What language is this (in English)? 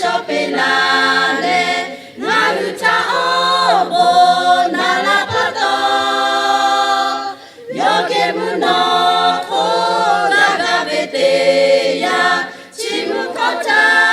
Lahu